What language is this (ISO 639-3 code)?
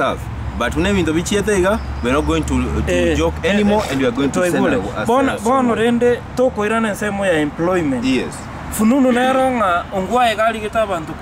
guz